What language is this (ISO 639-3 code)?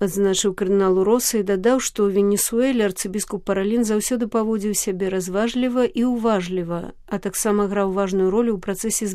bel